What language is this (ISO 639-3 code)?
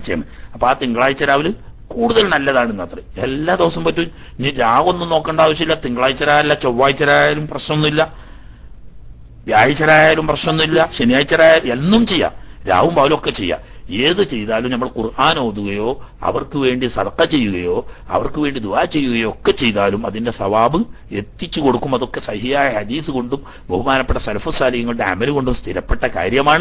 mal